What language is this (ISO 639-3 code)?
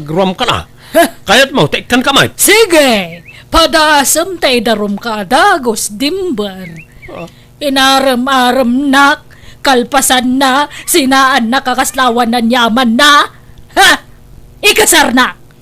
ilo